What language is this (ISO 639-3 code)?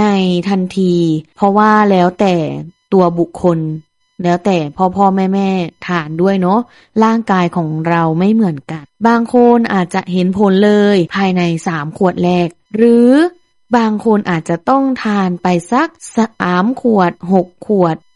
tha